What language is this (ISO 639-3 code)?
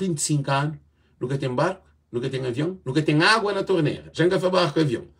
kea